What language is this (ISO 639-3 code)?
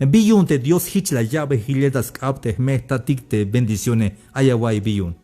tzh